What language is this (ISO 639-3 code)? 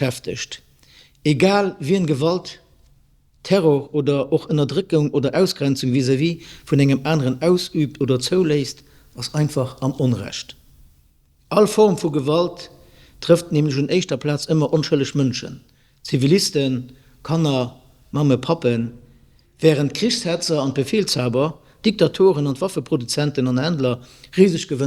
ltz